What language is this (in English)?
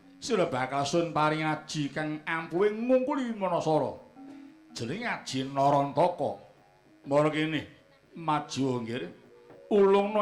Javanese